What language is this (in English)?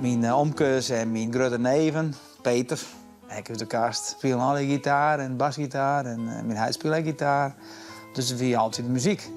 Western Frisian